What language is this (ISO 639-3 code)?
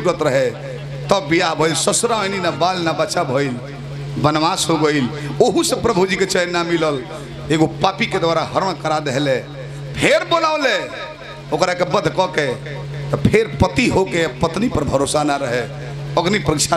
bho